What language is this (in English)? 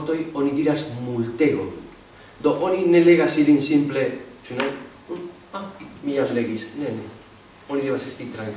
Esperanto